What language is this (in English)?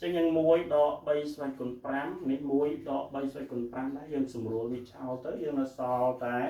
Khmer